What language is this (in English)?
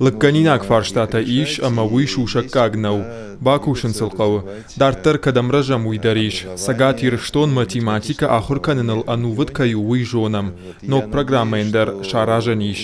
Ossetic